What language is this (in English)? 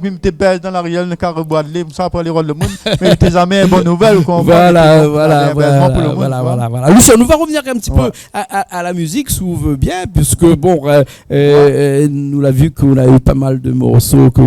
Réunion Creole French